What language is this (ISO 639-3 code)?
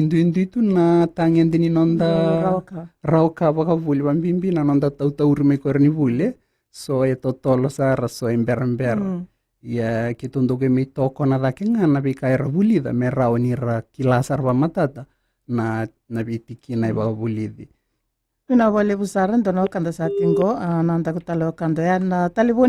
fij